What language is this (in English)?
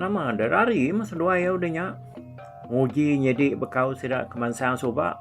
Iban